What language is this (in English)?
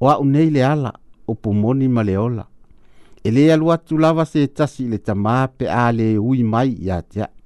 Samoan